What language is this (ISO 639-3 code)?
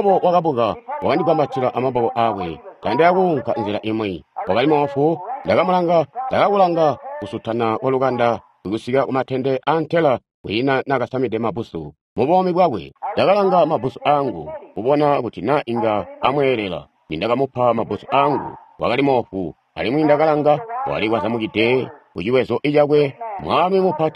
toi